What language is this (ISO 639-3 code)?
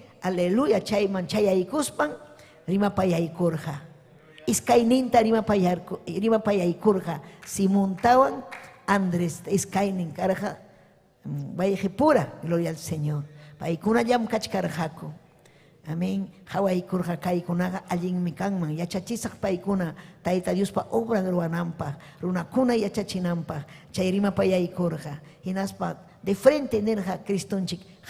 quy